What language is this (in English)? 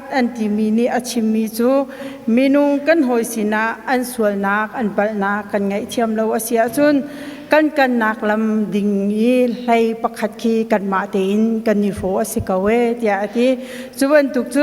Hakha Chin